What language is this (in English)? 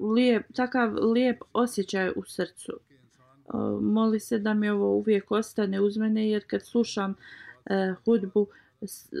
Bosnian